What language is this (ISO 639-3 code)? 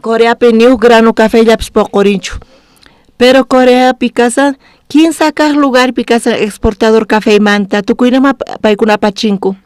quh